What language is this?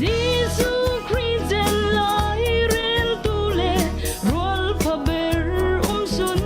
Falam Chin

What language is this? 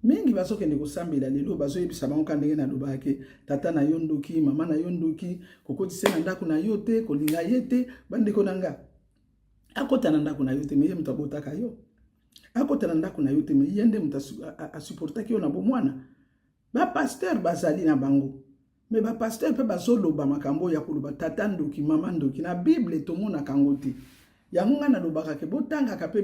Lingala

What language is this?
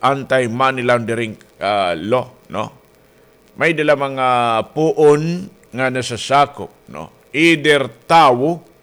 Waray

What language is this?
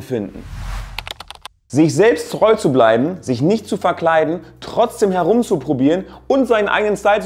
German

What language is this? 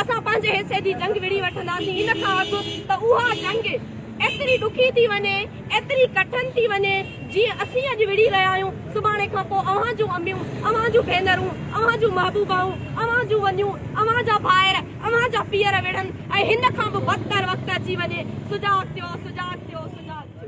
Sindhi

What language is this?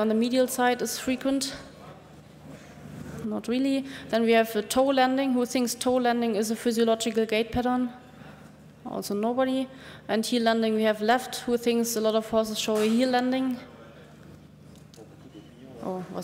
English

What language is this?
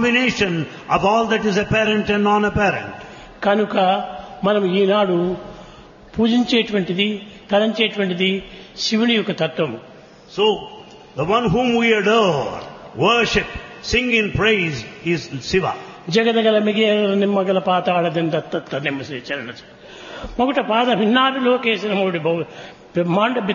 Telugu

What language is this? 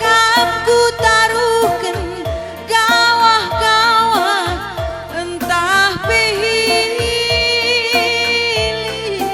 Batak Karo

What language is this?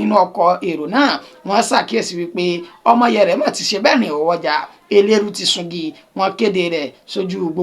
Yoruba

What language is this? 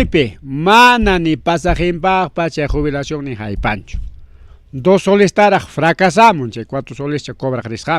Ayacucho Quechua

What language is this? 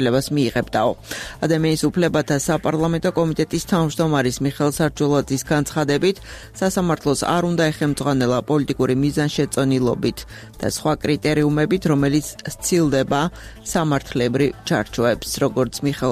Georgian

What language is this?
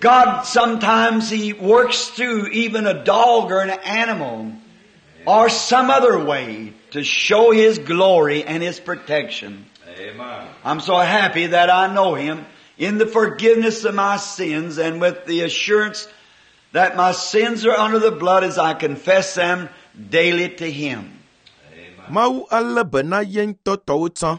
Ewe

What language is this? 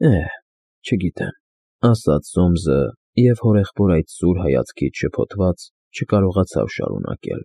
Armenian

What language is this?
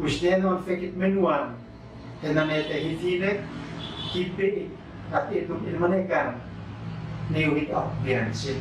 Uab Meto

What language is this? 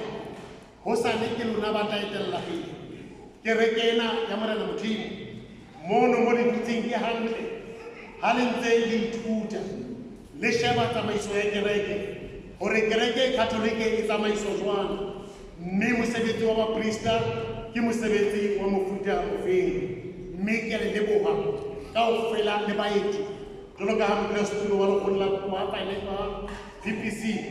Southern Sotho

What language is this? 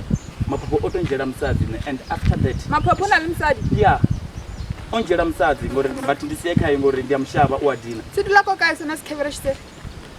Venda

